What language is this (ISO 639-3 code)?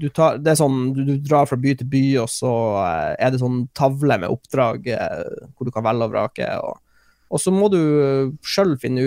nor